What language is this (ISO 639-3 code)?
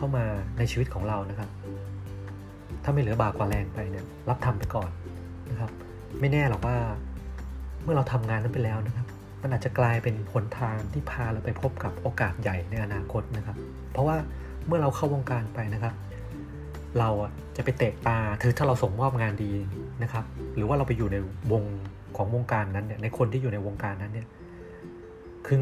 tha